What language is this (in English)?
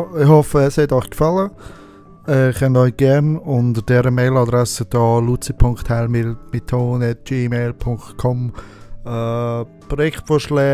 Swiss German